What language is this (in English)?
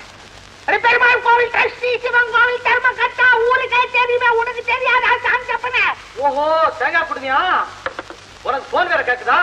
Tamil